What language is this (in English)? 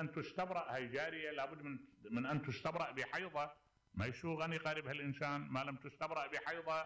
Mesopotamian Arabic